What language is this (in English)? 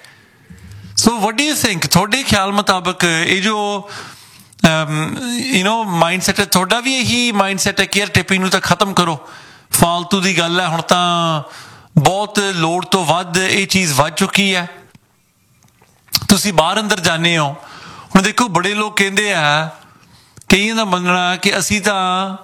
Punjabi